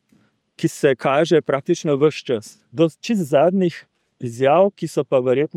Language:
Slovenian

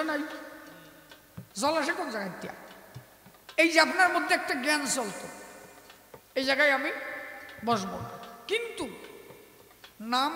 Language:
Bangla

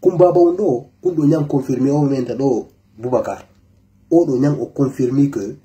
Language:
Fula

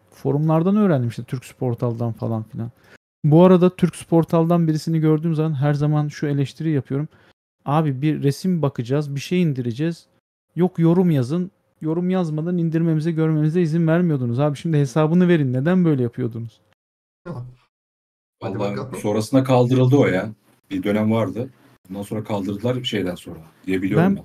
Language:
Turkish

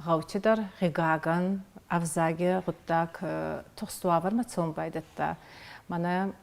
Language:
Ossetic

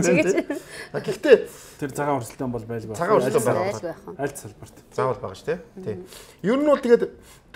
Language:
Mongolian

